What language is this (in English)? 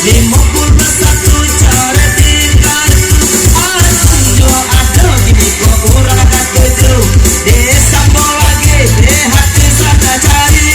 Minangkabau